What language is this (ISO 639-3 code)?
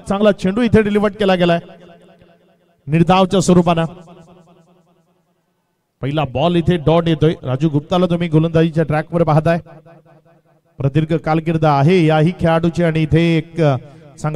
mar